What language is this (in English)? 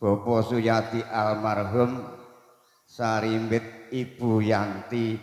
Javanese